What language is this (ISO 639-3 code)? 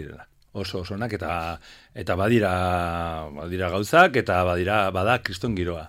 eus